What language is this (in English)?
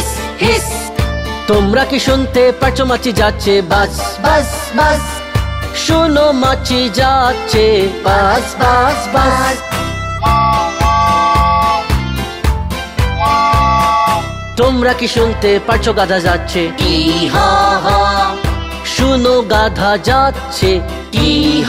Bangla